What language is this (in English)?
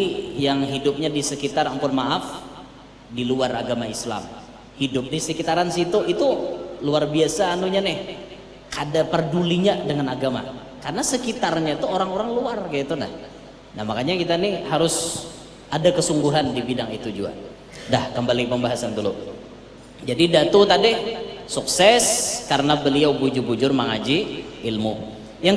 Banjar